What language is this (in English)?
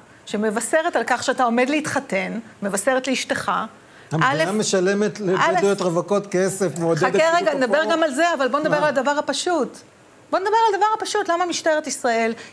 Hebrew